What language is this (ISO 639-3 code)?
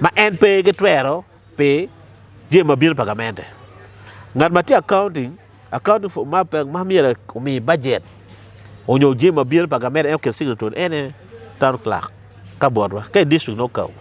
ach